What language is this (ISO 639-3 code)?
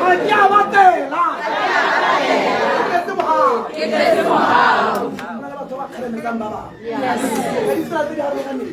tsn